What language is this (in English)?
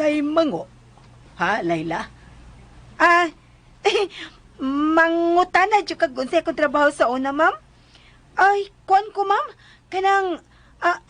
Cebuano